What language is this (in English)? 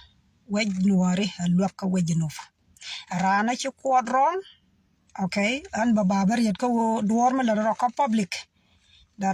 Nuer